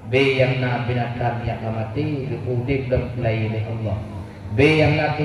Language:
Achinese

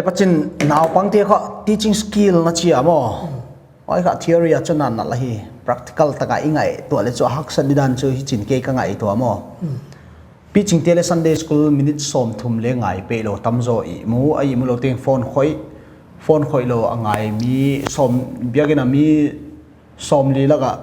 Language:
Paite Chin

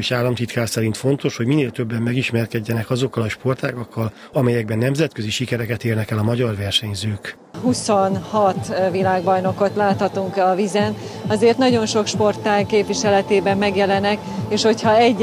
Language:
Hungarian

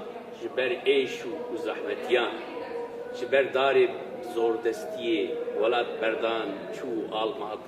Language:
Kurdish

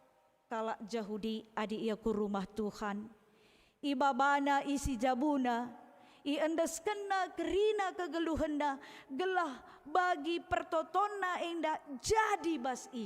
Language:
Batak Karo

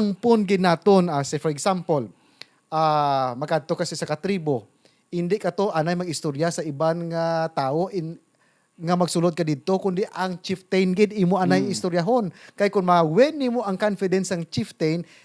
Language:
Hiligaynon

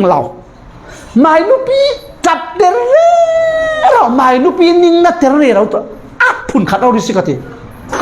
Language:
Falam Chin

